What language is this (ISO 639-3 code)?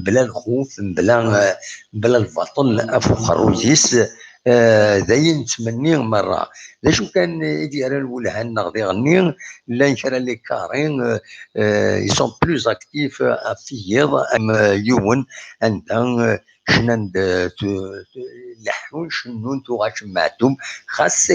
kab